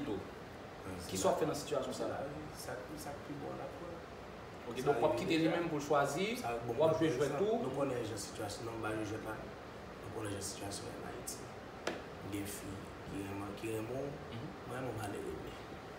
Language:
Haitian Creole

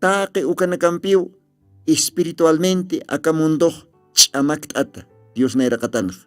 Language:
Aymara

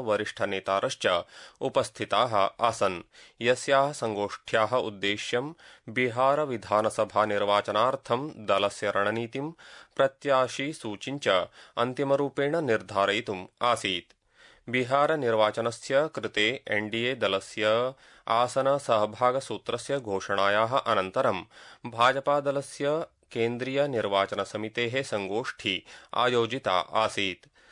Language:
Sanskrit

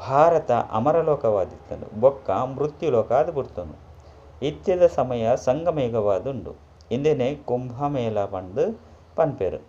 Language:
Tulu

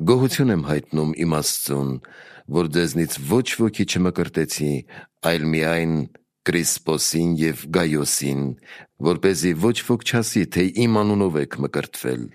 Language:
Armenian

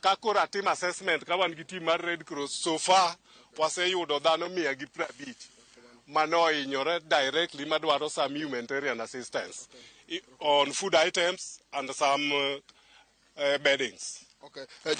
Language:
Luo (Kenya and Tanzania)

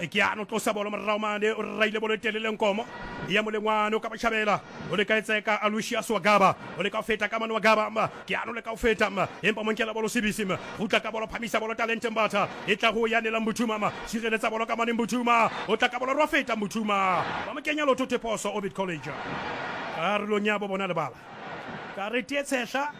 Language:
Southern Sotho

